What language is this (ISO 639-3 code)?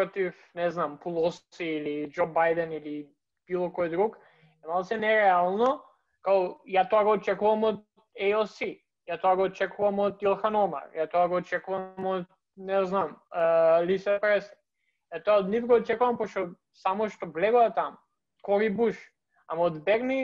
mkd